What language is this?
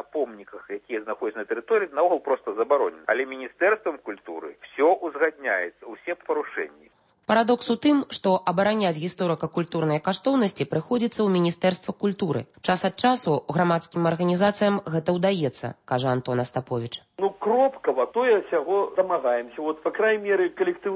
Belarusian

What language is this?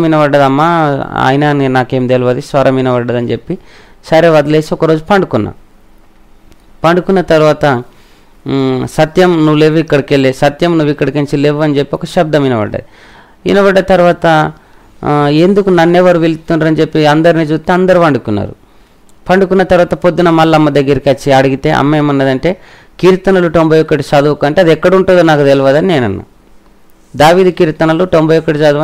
Telugu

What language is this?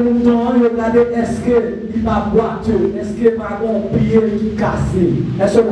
Haitian Creole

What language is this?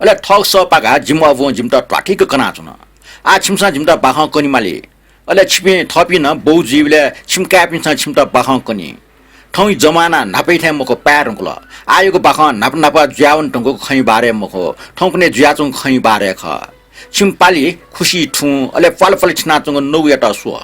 Newari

